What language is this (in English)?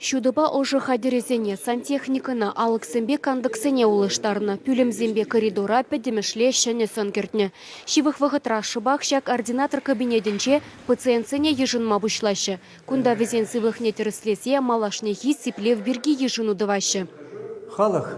Chuvash